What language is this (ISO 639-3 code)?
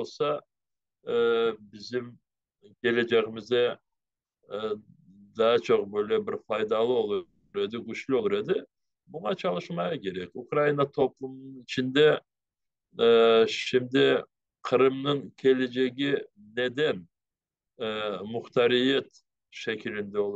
crh